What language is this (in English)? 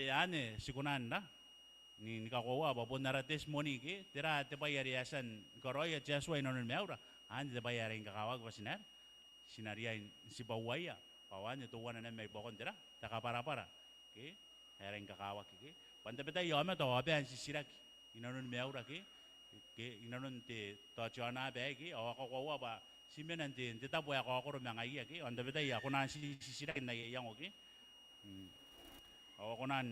Gilbertese